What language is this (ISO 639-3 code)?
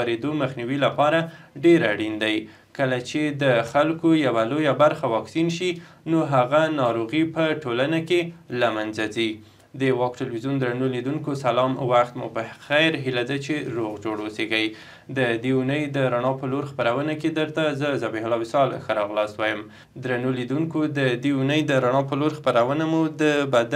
pus